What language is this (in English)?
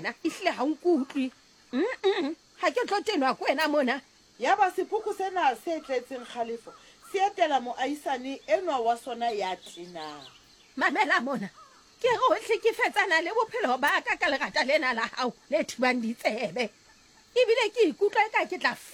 Southern Sotho